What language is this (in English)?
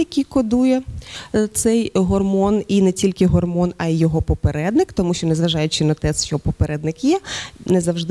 Ukrainian